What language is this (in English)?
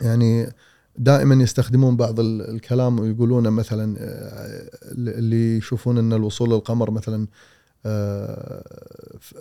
Gulf Arabic